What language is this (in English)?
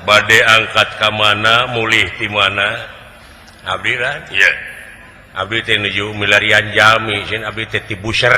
Sundanese